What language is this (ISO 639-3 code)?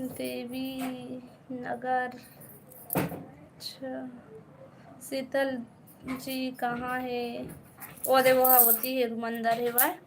hne